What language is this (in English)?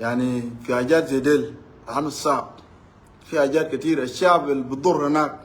Nuer